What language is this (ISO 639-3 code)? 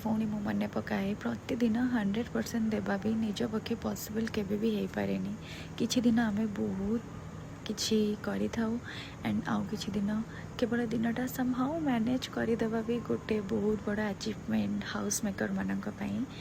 ori